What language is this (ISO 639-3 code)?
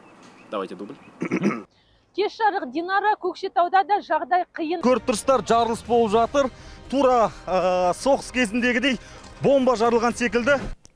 kaz